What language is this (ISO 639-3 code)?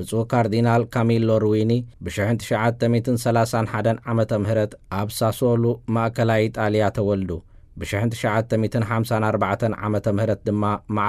tir